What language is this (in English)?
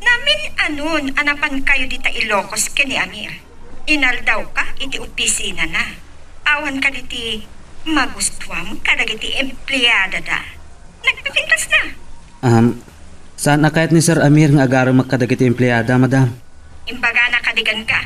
Iloko